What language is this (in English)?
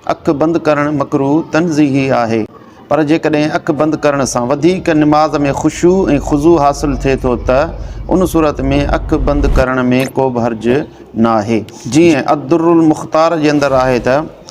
Sindhi